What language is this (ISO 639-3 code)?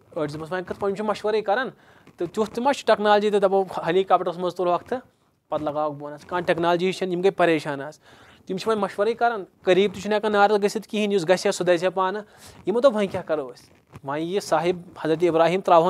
kas